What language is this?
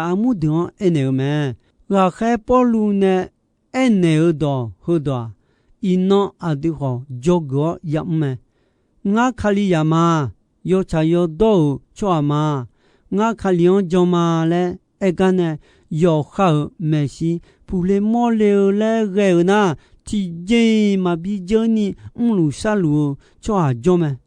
Akha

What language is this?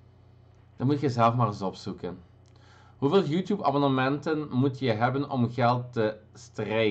Dutch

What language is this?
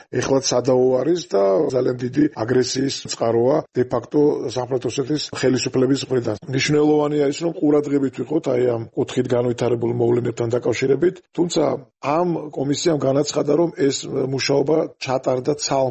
Georgian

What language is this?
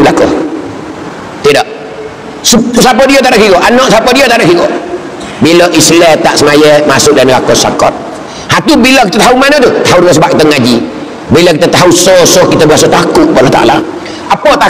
Malay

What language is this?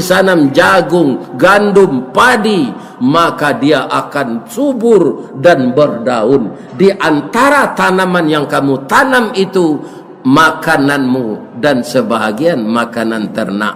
Minangkabau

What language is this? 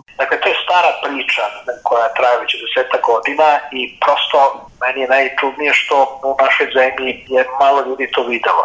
Serbian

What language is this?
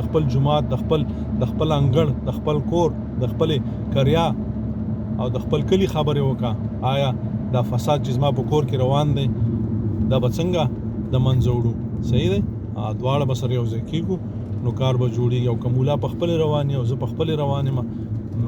Pashto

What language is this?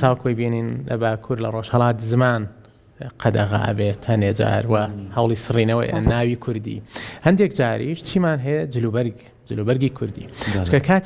Central Kurdish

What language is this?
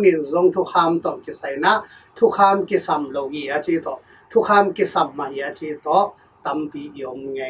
Tedim Chin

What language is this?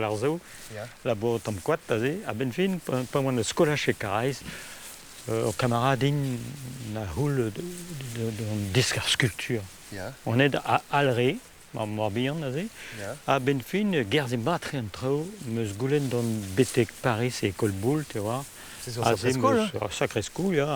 Breton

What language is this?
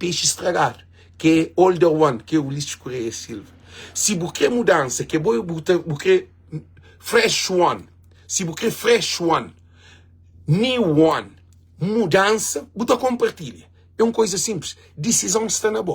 Kabuverdianu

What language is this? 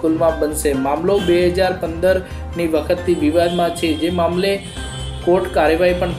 Gujarati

